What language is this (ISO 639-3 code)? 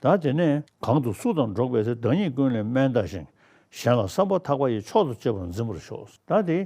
bod